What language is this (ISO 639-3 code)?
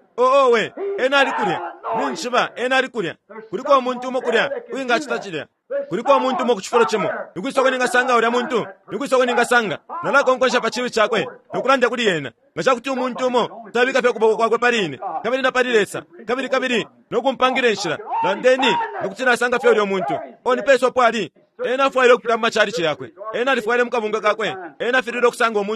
bem